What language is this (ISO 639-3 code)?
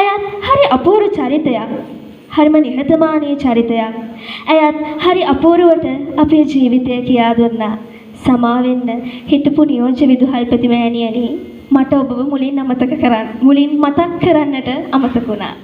sin